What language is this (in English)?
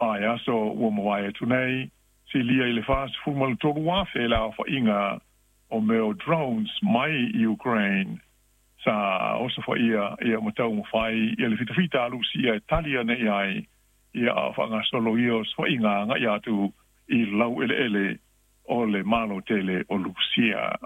Samoan